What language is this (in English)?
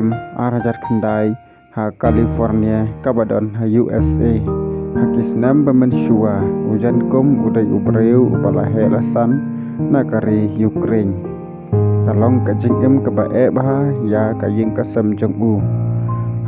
Khasi